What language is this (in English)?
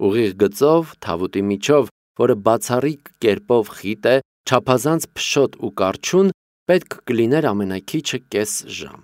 Armenian